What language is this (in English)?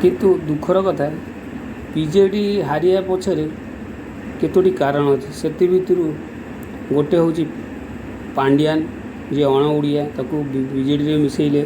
Odia